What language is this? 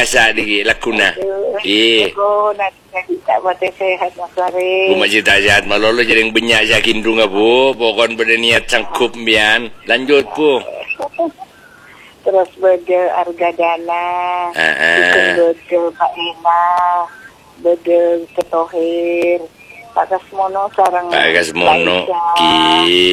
Madurese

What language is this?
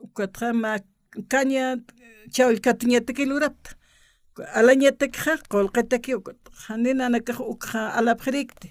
Aymara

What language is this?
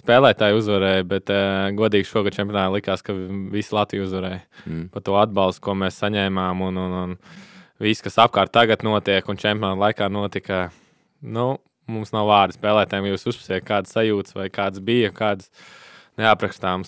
Latvian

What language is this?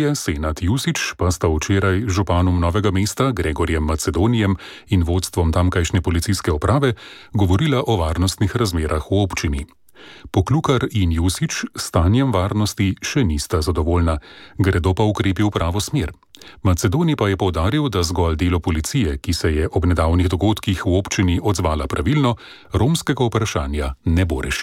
Slovenian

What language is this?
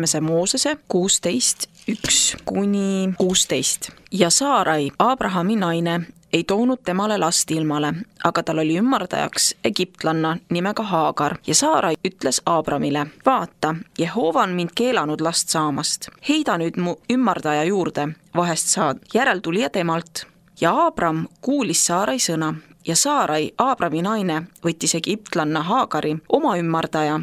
Estonian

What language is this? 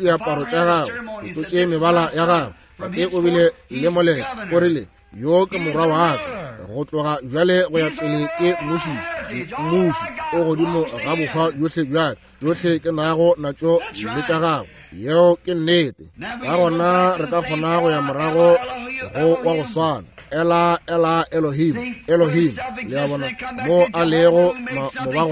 Northern Sotho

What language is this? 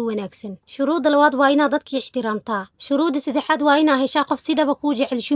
Somali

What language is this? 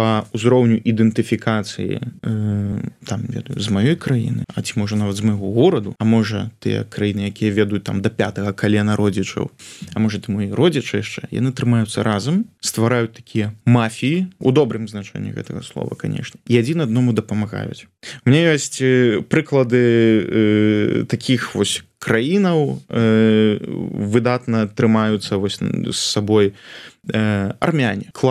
Belarusian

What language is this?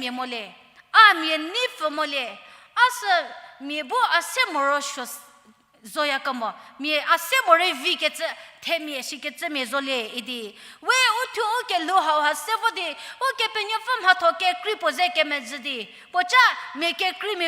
Angami Naga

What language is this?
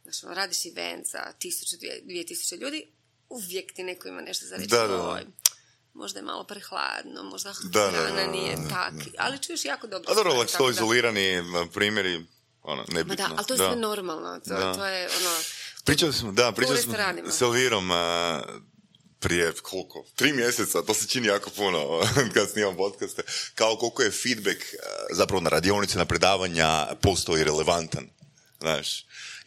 Croatian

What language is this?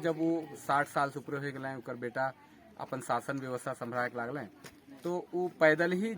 Sadri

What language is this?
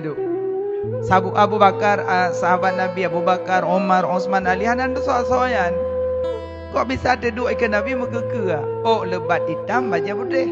Achinese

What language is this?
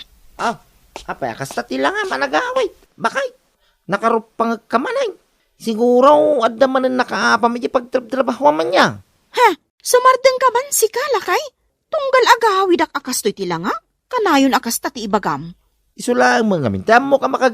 Iloko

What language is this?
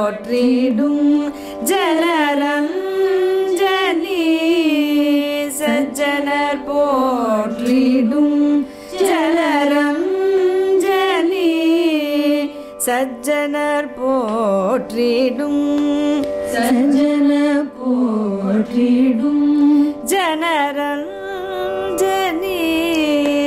Tamil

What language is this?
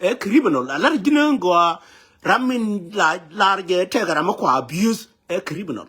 Nuer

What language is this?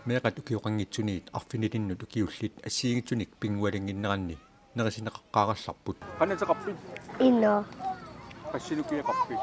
Kalaallisut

